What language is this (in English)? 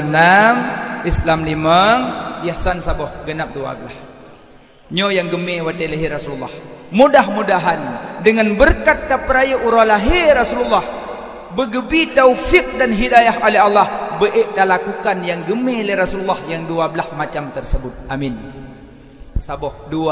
Achinese